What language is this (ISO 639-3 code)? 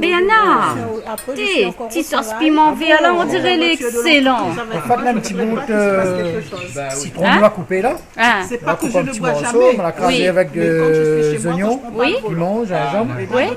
rcf